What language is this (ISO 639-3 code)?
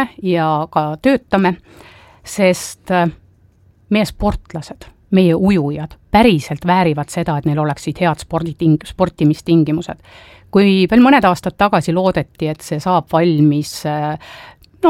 est